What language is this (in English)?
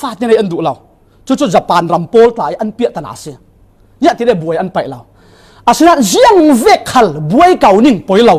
Falam Chin